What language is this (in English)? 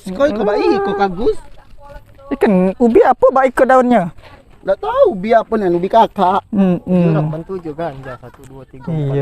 Musi